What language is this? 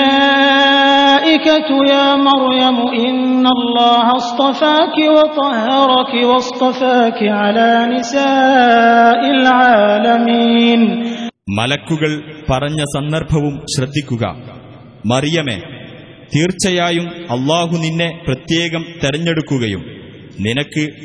Malayalam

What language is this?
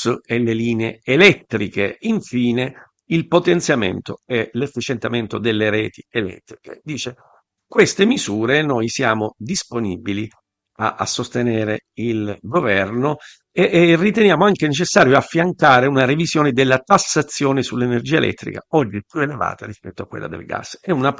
Italian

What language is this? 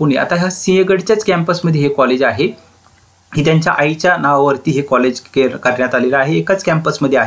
Marathi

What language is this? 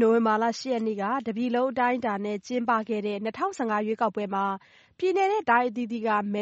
Burmese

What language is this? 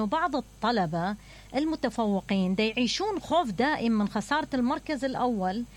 Mesopotamian Arabic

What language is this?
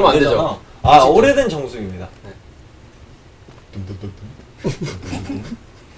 Korean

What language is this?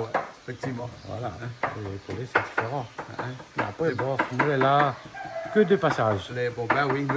Réunion Creole French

